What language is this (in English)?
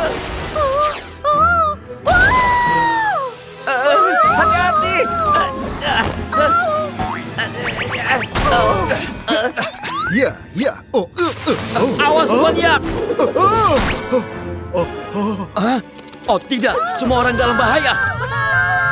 Indonesian